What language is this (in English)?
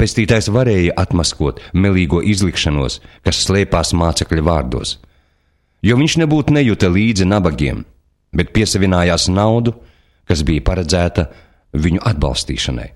Latvian